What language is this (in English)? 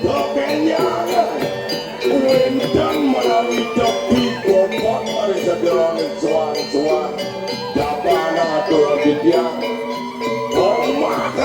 Balinese